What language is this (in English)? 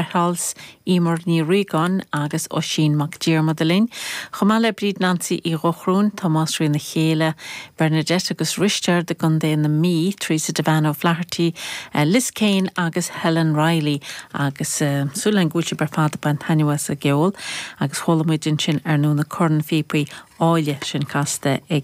Irish